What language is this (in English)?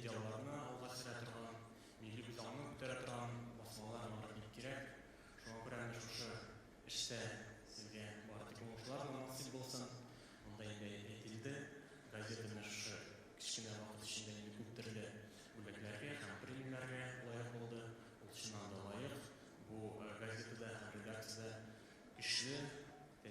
Tatar